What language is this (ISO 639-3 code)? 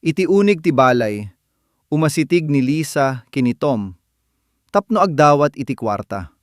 ilo